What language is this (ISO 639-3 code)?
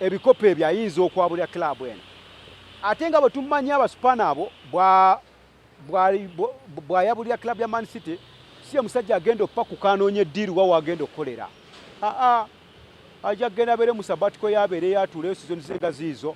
lug